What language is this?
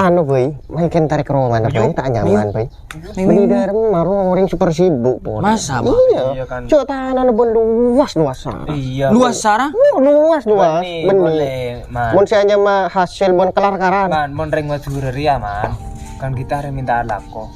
Madurese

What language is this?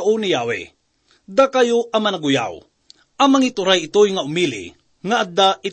Iloko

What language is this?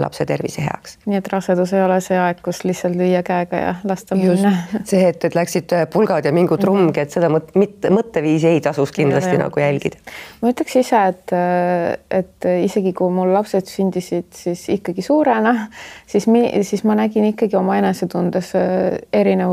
Estonian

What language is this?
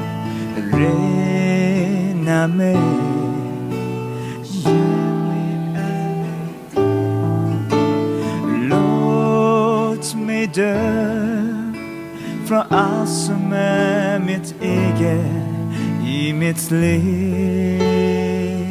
Swedish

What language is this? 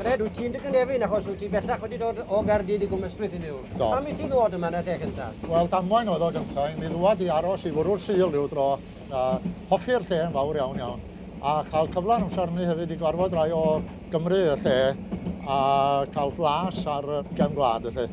Welsh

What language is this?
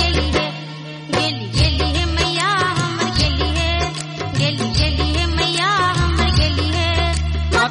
Bhojpuri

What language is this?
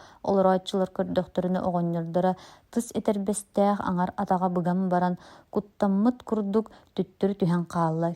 Yakut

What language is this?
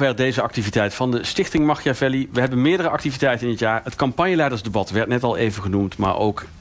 Dutch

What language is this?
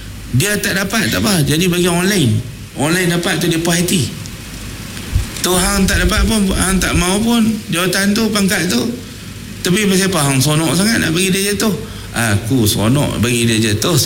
Malay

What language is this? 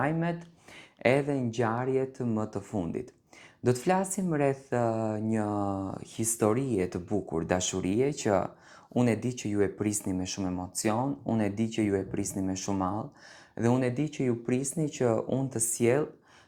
Albanian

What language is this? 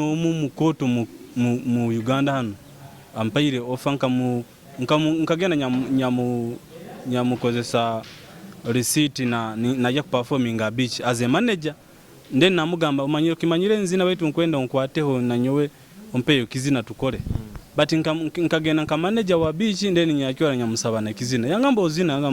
Nyoro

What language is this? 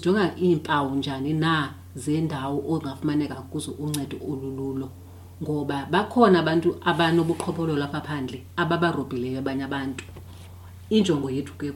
Xhosa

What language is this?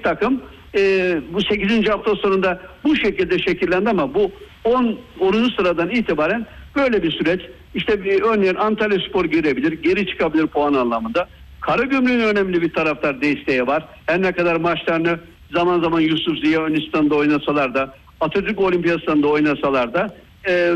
Turkish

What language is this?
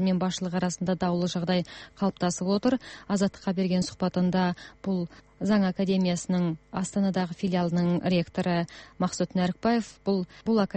Kazakh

